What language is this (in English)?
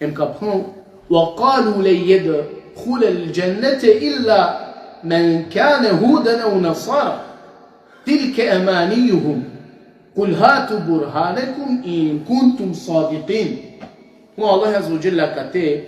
Balkan Romani